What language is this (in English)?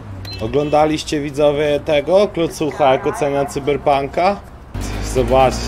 Polish